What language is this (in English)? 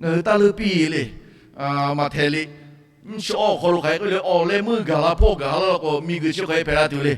Lahu